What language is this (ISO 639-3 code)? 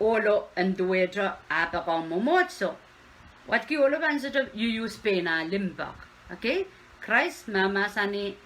pon